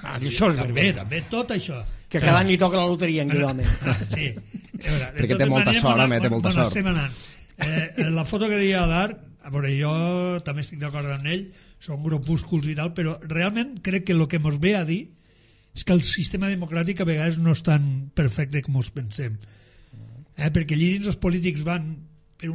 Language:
Catalan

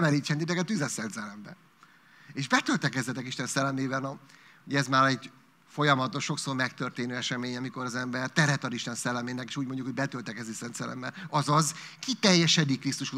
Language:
Hungarian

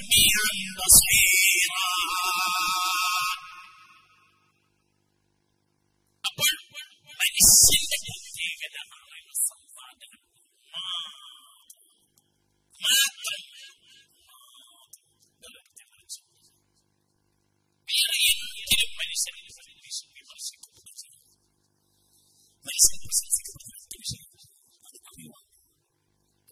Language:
Malayalam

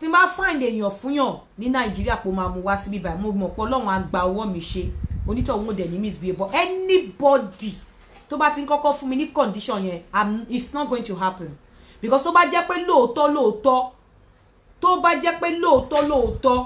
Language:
Yoruba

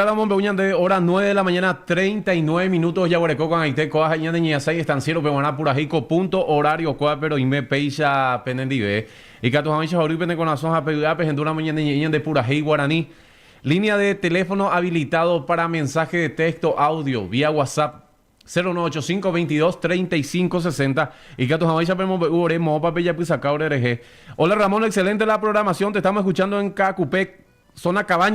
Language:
Guarani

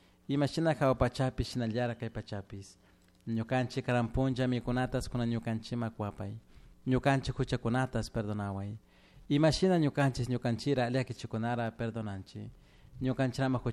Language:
Chimborazo Highland Quichua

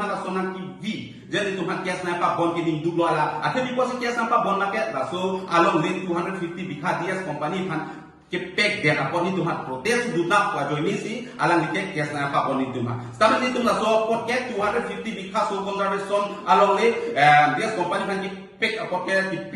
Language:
Karbi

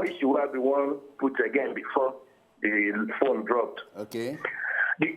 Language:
Nigerian Pidgin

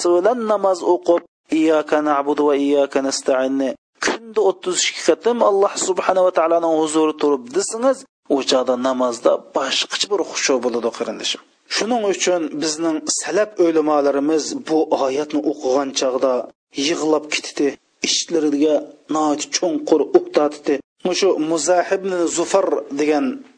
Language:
Uyghur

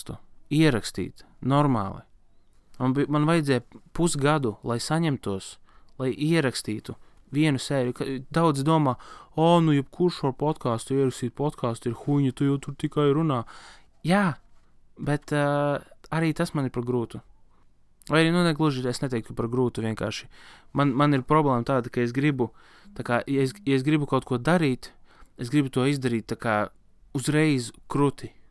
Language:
Latvian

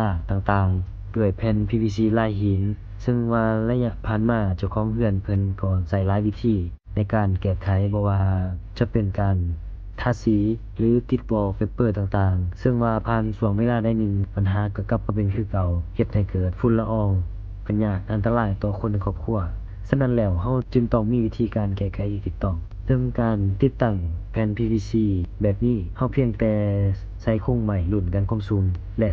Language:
Lao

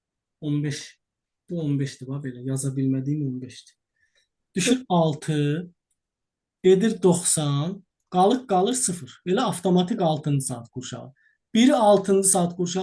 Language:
Azerbaijani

